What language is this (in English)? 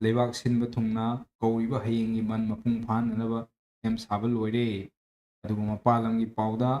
Manipuri